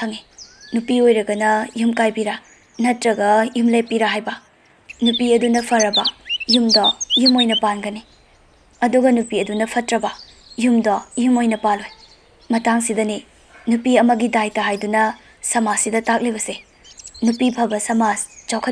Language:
Manipuri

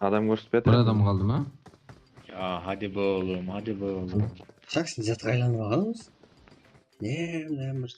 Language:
Kara-Kalpak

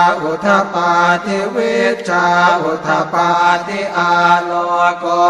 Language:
Pali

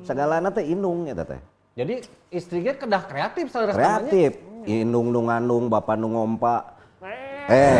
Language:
Sundanese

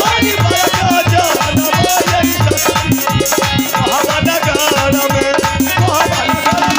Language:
Maithili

